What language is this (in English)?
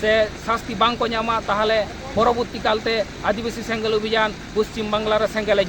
Santali